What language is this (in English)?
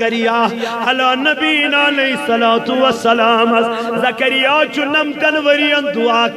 Kashmiri